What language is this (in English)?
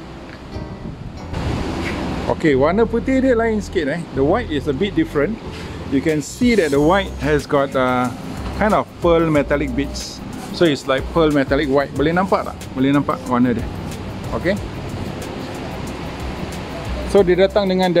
Malay